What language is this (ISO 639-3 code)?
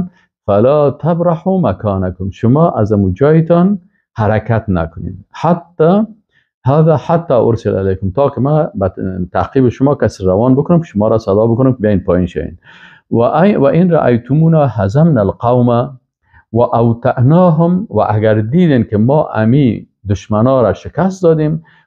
fas